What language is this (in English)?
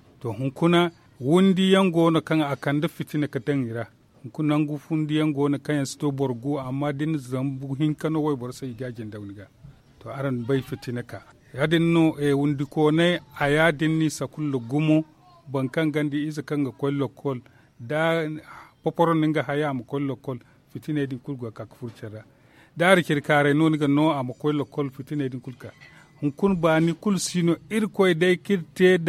Zarma